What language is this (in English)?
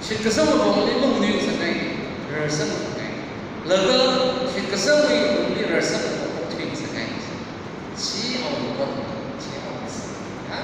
Tangkhul Naga (India)